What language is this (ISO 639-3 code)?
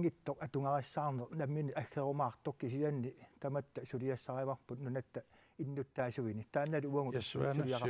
kal